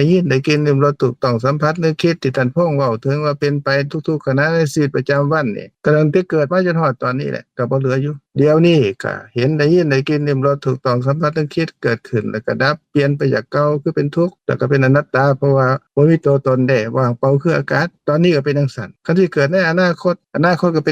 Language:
Lao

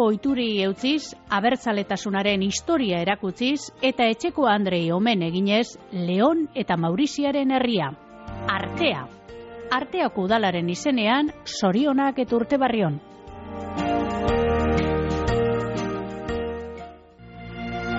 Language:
Basque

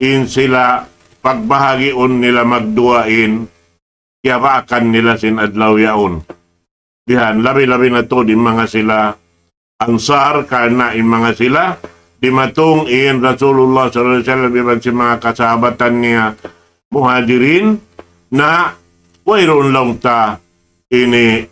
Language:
Tausug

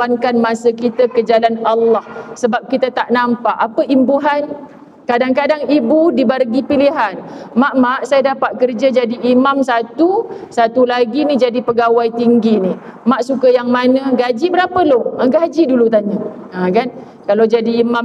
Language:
Malay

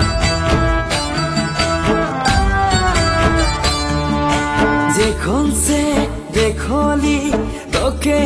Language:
Bhojpuri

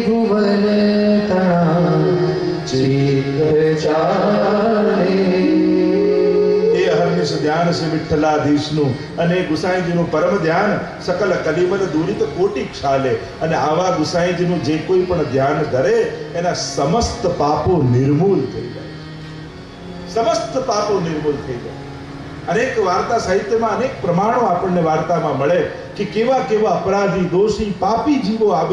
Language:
Gujarati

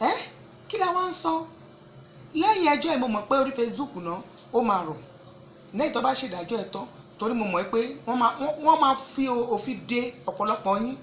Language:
Yoruba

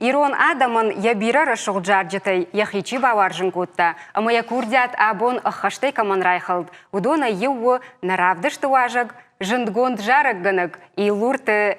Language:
Ossetic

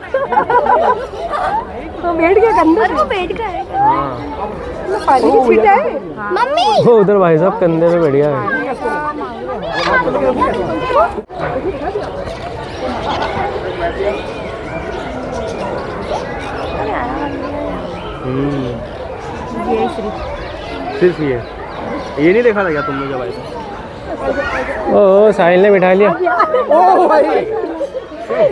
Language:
Hindi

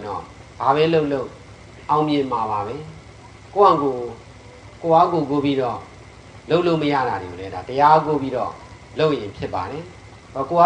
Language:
Burmese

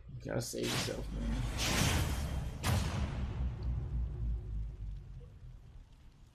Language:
English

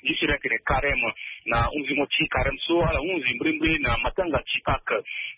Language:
Sango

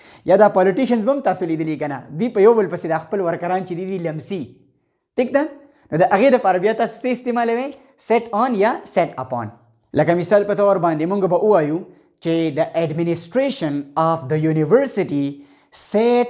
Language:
Pashto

